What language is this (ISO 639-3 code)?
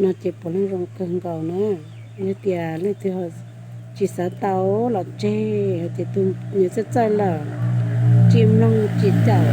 hmn